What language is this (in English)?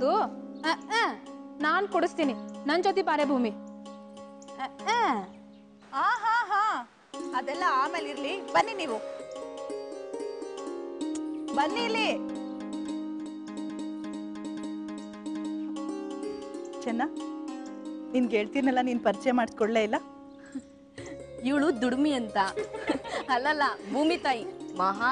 Kannada